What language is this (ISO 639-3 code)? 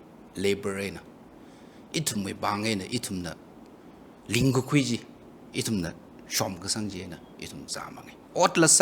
nmf